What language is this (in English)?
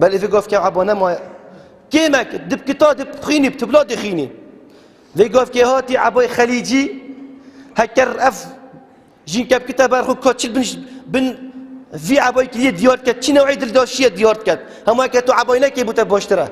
Kurdish